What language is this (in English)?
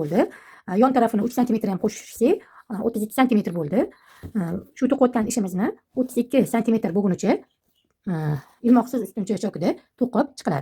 Uzbek